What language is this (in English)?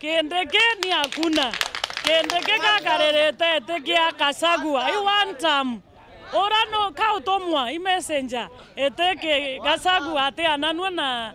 Meru